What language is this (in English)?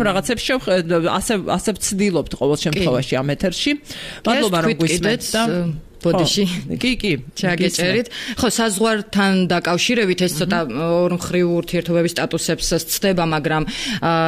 Georgian